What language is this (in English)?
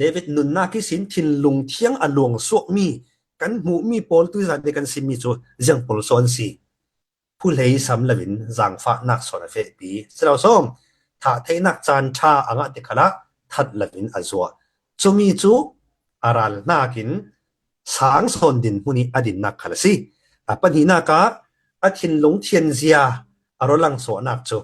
Falam Chin